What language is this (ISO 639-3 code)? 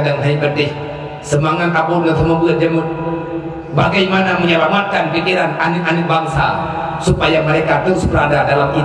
ace